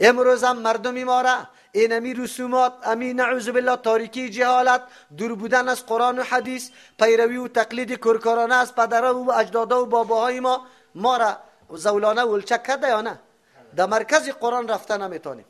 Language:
Persian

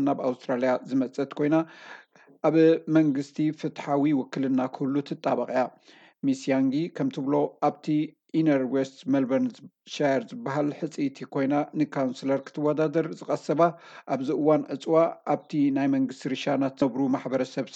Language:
Tigrinya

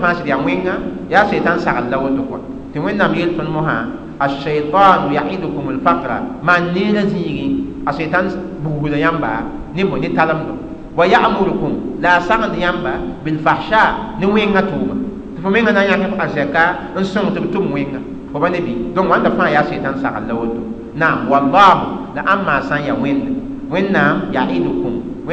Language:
Mossi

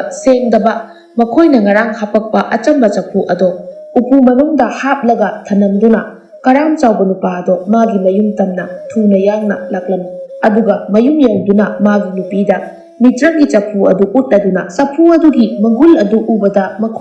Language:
Manipuri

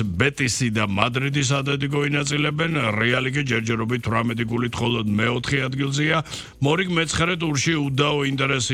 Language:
Georgian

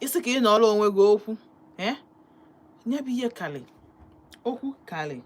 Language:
Igbo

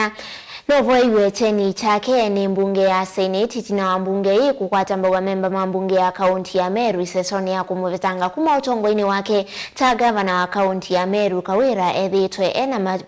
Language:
Kamba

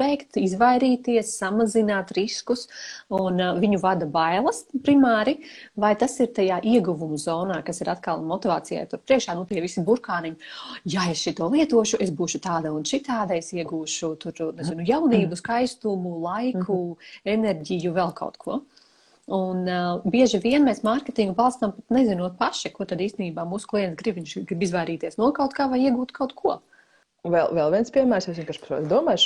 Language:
Latvian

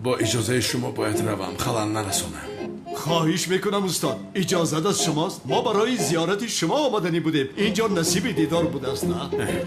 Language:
Tajik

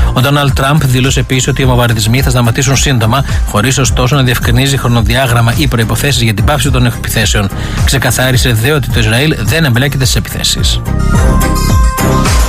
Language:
Greek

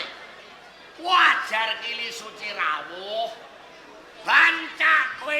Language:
Javanese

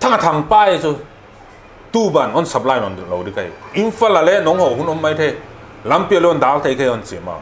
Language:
Paite Chin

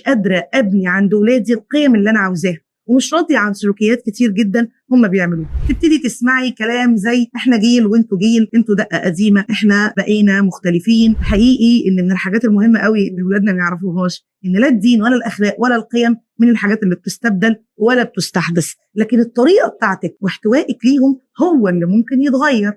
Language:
Egyptian Arabic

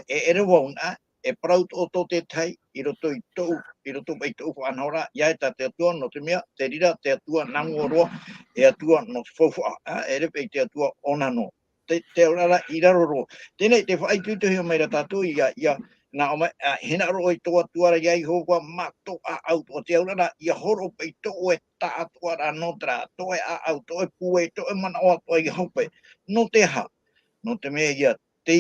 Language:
Tahitian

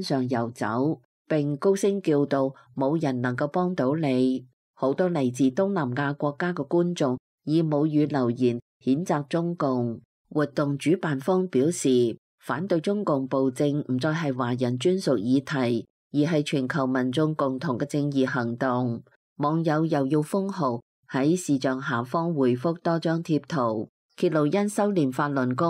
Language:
Cantonese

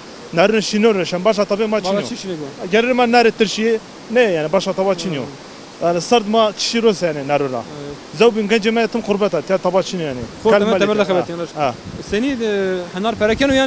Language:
Zaza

